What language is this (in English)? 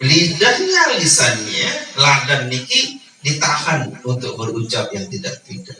Sasak